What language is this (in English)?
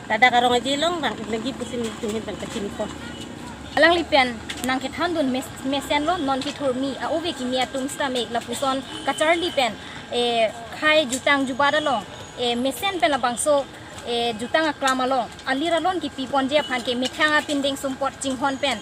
Karbi